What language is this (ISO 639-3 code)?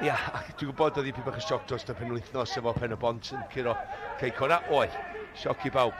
cym